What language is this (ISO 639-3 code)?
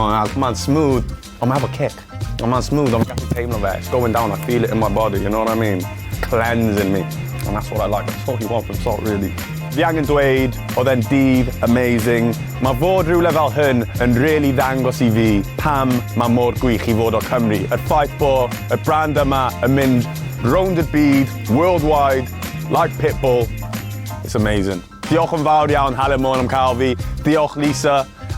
cym